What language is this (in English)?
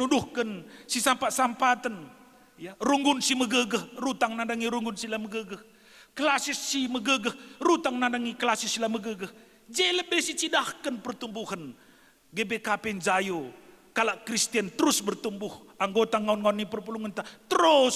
Batak Karo